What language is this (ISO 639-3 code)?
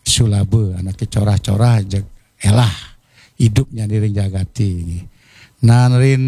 ban